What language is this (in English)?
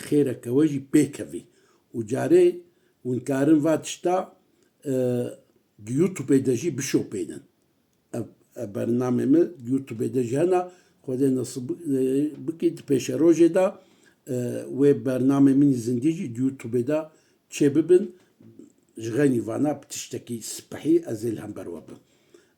Kurdish